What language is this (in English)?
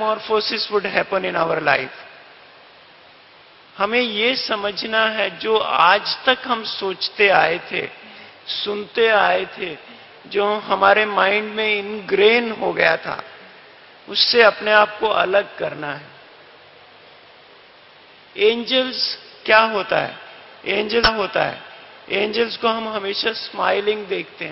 Hindi